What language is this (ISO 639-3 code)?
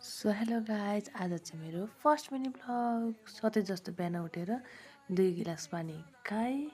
nep